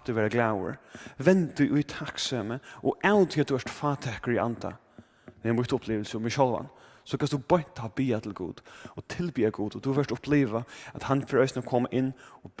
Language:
Faroese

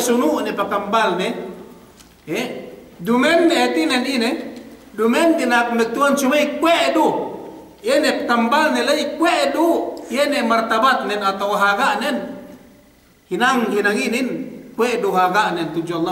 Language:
Yakan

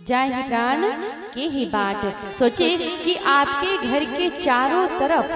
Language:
Chhattisgarhi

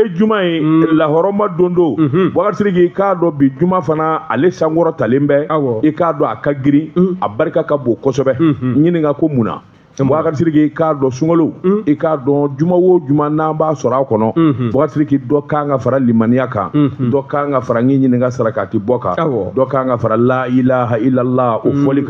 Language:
Bambara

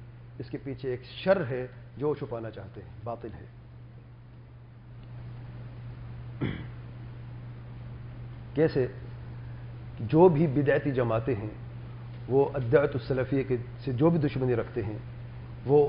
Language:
Urdu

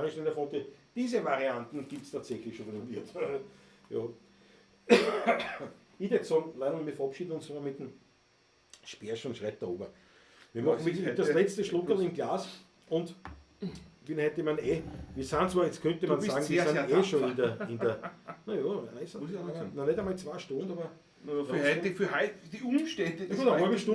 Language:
Bavarian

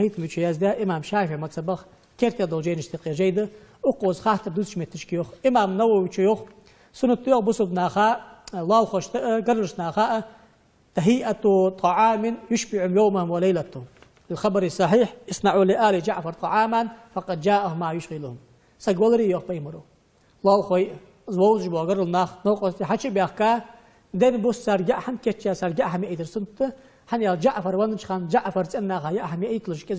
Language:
Ingush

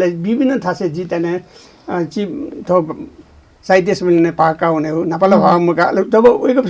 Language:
Newari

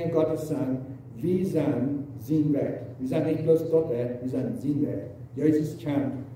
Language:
Plautdietsch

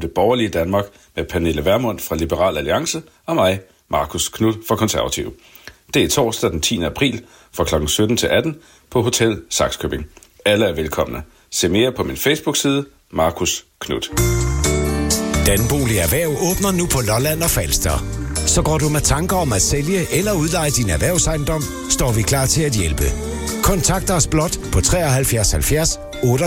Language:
Danish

